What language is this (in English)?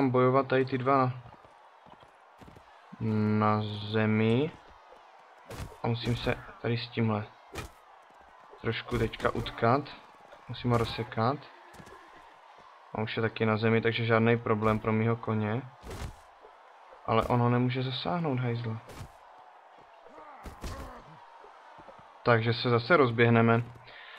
Czech